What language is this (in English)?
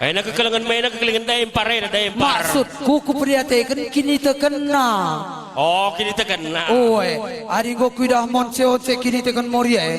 Batak Karo